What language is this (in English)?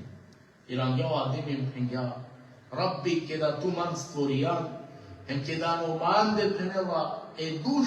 Balkan Romani